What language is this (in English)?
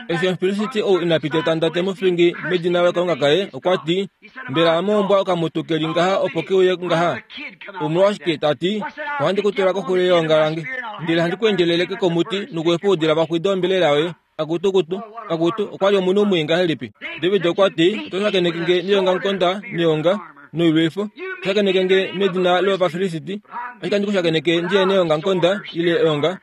Kuanyama